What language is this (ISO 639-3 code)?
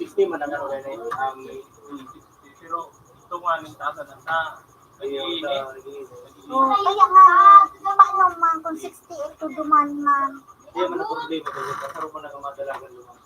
bik